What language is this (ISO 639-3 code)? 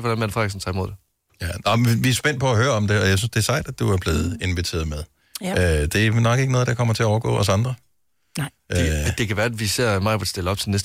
dan